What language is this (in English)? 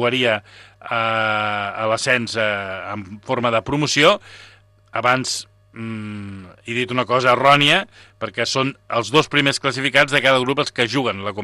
Catalan